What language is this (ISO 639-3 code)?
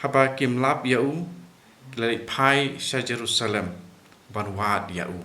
kha